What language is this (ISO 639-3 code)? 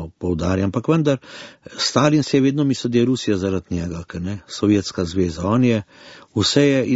slv